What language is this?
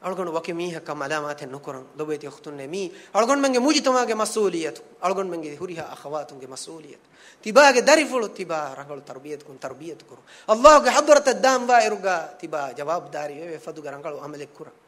Divehi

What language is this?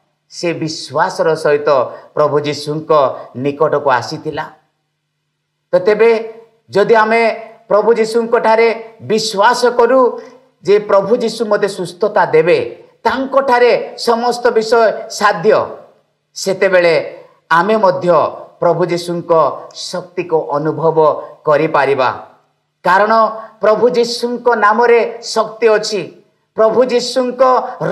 Odia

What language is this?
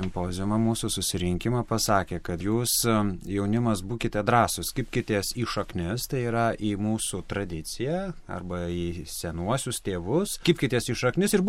Lithuanian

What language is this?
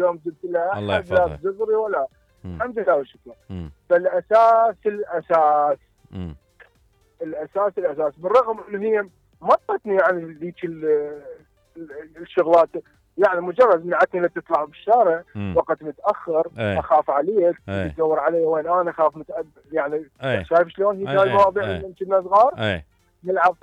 Mesopotamian Arabic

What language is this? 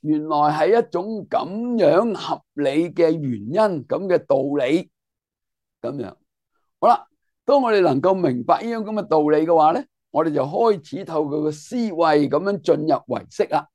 Cantonese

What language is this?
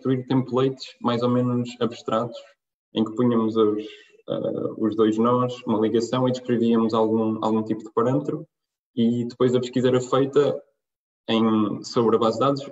Portuguese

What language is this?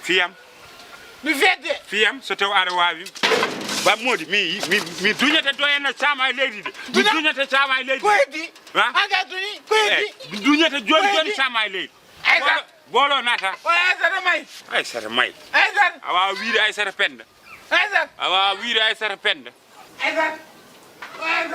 Fula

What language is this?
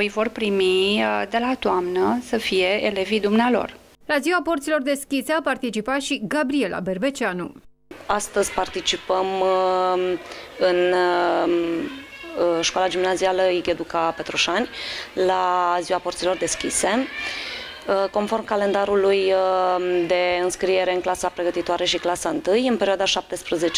Romanian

